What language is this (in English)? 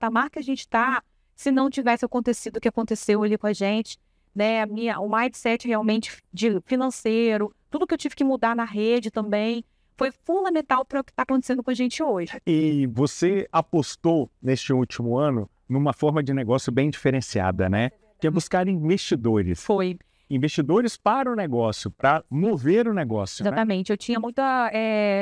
Portuguese